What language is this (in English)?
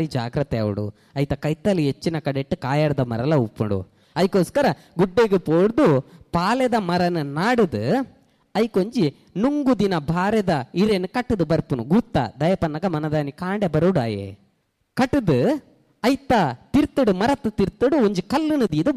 Tulu